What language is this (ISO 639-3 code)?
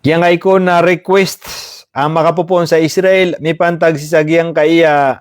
mrw